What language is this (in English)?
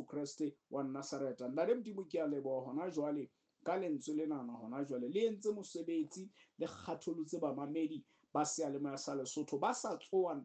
Southern Sotho